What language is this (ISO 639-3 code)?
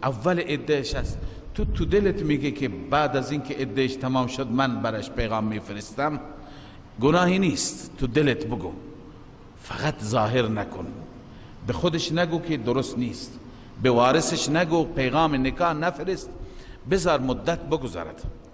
fas